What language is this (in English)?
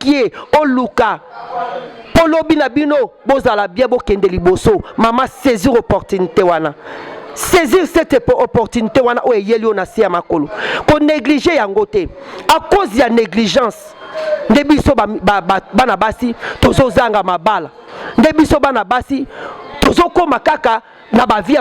Lingala